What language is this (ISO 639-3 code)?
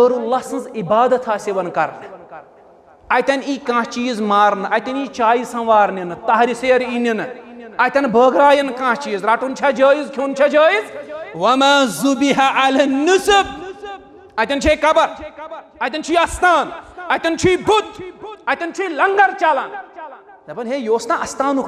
kas